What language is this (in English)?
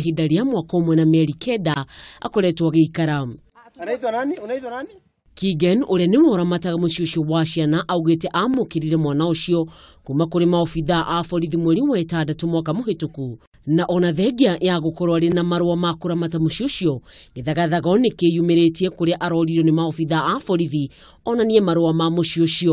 Kikuyu